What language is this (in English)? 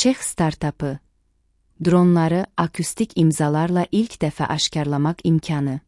Azerbaijani